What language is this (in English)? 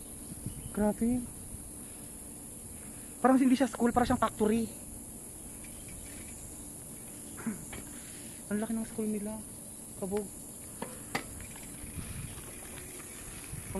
Filipino